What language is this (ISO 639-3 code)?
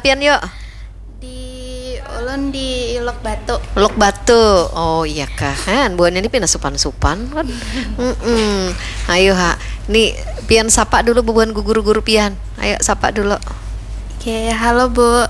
bjn